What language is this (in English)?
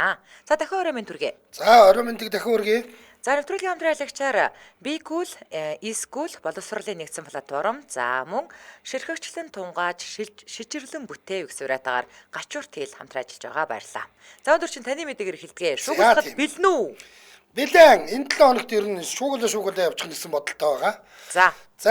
Mongolian